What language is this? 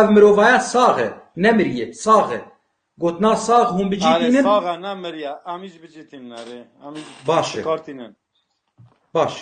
Kurdish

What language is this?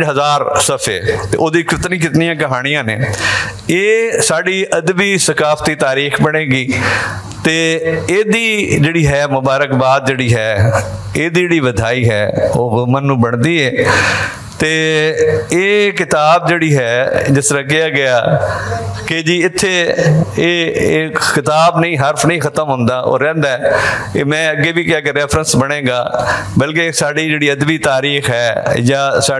Western Panjabi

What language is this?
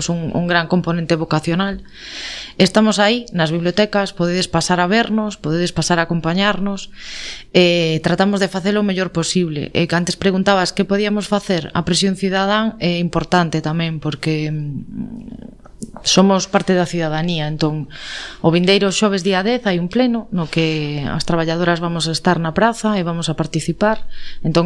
Galician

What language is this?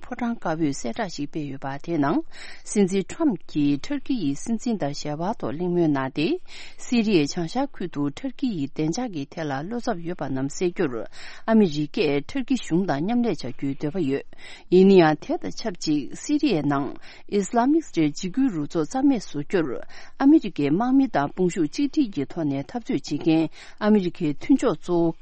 Tibetan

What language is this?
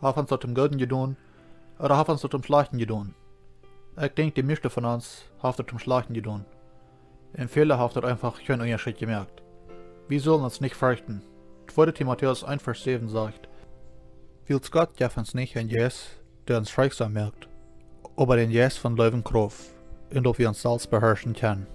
Plautdietsch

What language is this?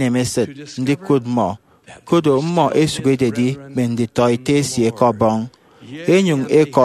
Efik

